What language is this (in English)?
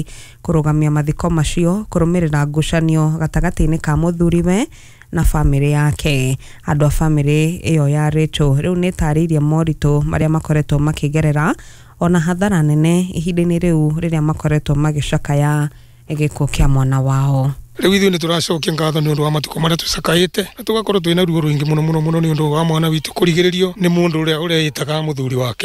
Kikuyu